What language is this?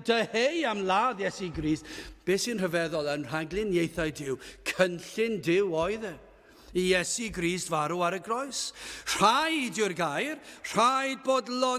Welsh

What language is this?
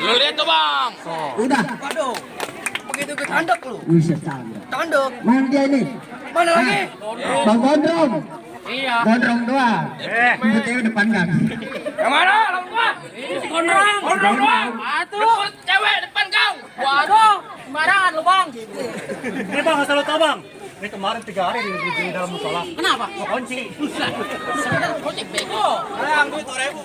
Betawi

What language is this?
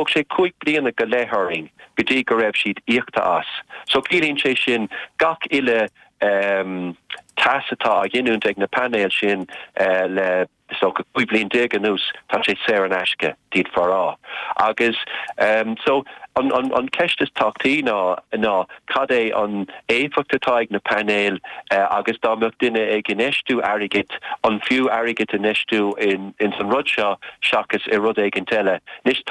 Irish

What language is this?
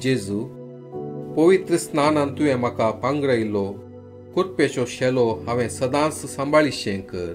Konkani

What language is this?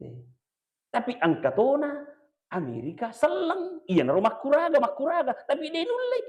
Buginese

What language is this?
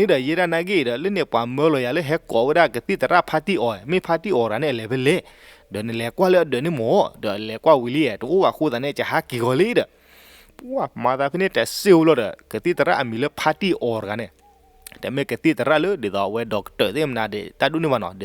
S'gaw Karen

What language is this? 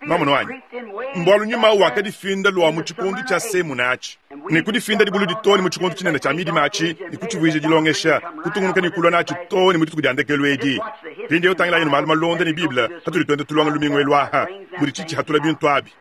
Luba-Lulua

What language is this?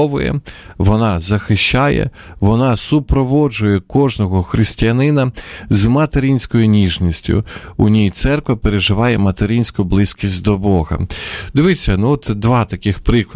Ukrainian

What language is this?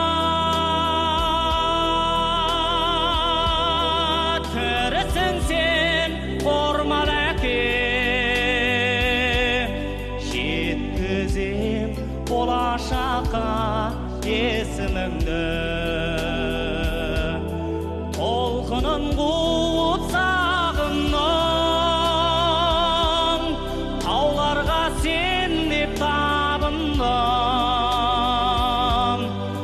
Kazakh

